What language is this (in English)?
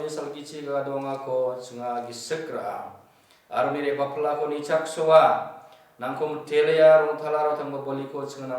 Garo